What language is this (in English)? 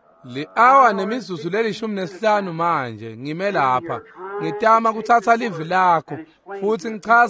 Swati